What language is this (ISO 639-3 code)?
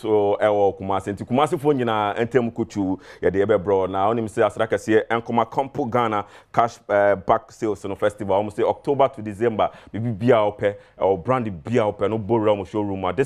aka